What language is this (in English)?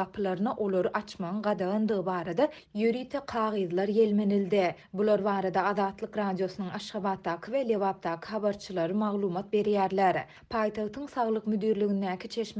Turkmen